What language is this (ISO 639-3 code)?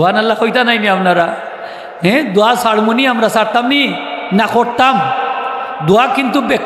syl